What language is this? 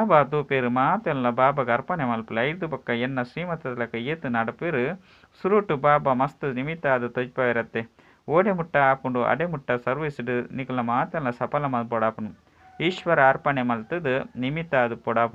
Tulu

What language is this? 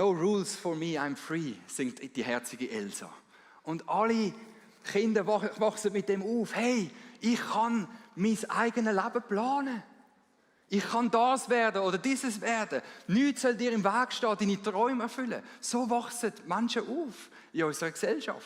Swiss German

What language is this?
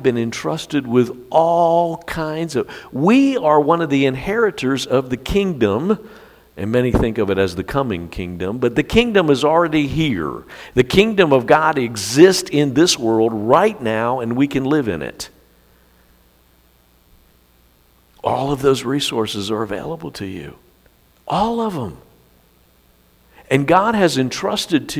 English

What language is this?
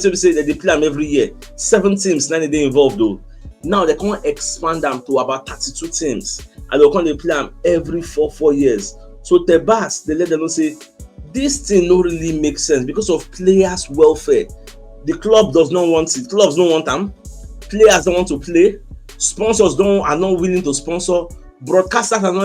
Nigerian Pidgin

